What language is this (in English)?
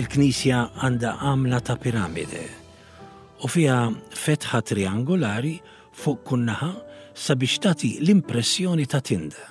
Maltese